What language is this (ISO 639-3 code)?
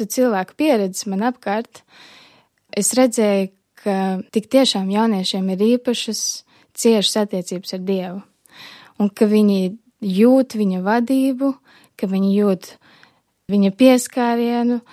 lav